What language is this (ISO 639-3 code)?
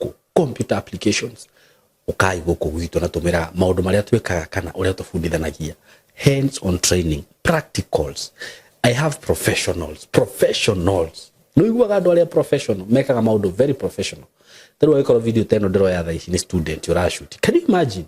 kik